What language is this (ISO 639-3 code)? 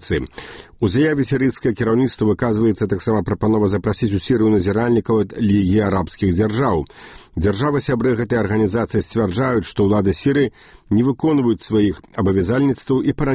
bel